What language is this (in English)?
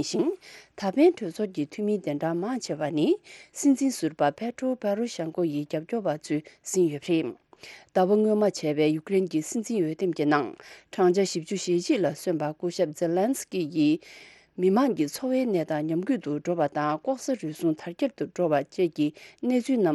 Tibetan